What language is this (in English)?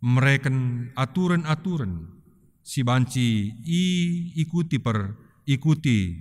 Batak Karo